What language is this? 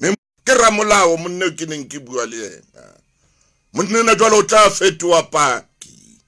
Southern Sotho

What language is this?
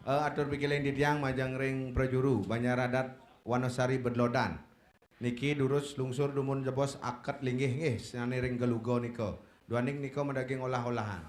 Balinese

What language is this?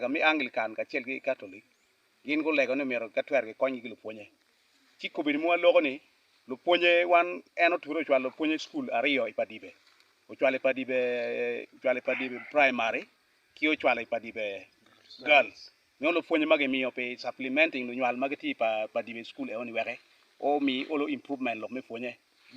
Acoli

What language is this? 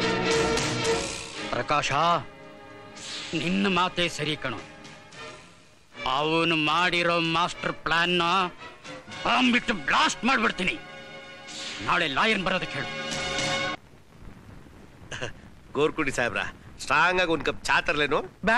Kannada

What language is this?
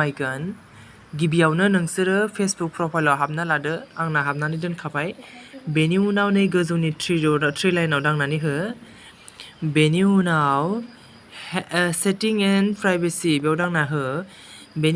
Bodo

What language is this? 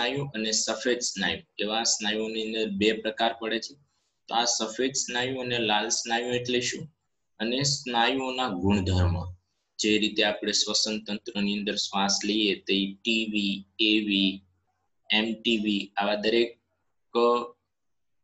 Gujarati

